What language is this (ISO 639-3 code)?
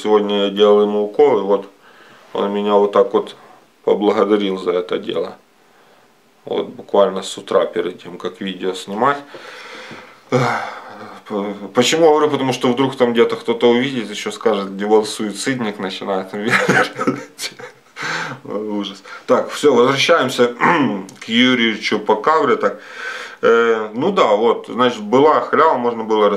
rus